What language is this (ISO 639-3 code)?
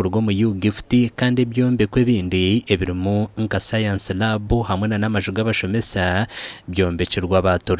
nyn